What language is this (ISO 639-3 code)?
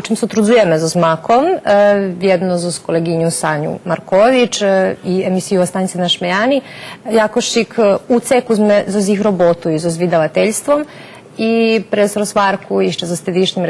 rue